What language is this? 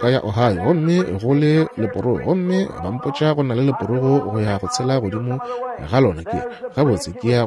Northern Sotho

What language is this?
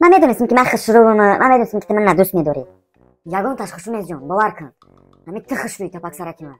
Tajik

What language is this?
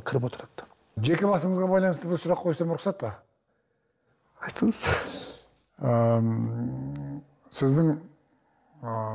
Kazakh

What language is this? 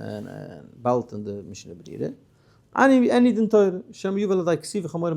Yiddish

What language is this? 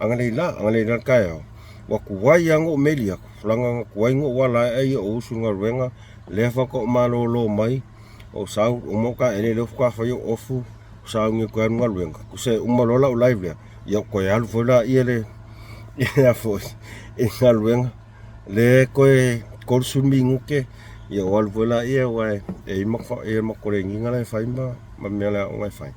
Samoan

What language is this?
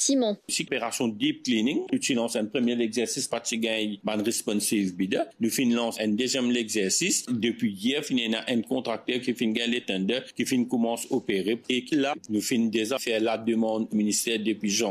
Morisyen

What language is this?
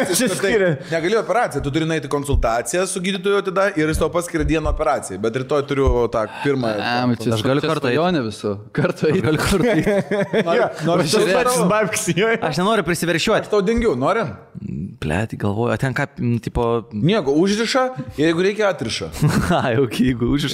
Lithuanian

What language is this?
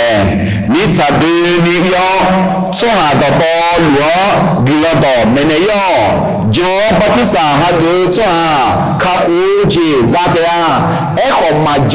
Akha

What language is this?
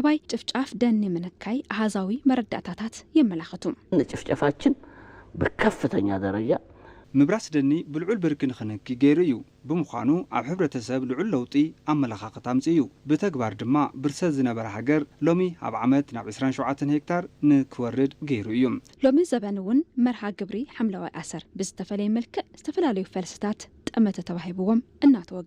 Tigrinya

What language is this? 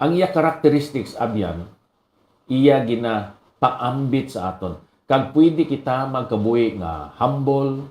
Hiligaynon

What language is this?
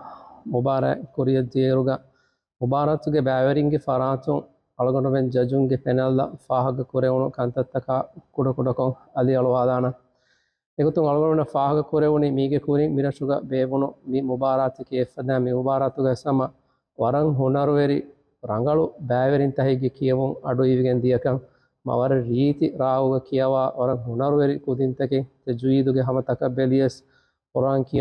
Divehi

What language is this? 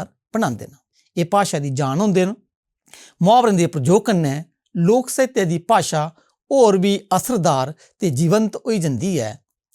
Dogri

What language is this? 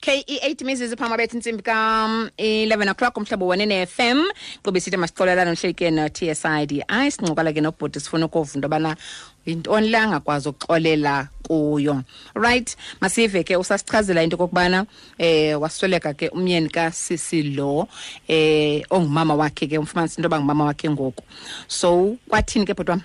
Xhosa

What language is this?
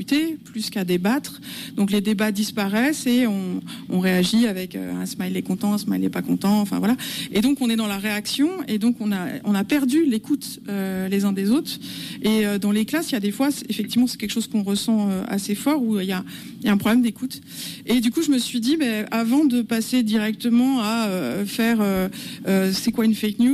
French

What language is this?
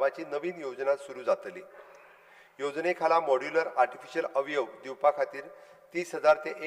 Konkani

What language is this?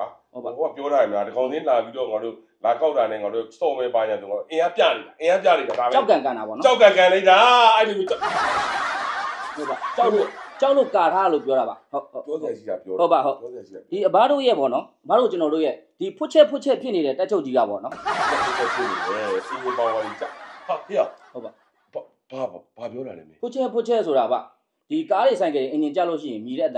Burmese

